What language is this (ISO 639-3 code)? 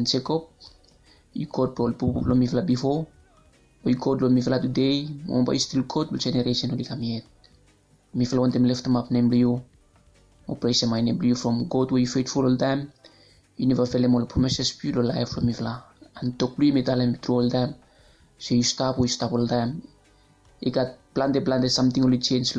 bis